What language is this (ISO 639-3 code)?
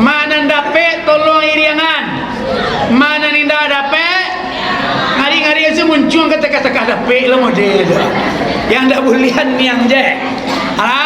min